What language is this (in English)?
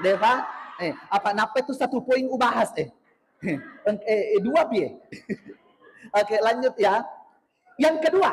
Buginese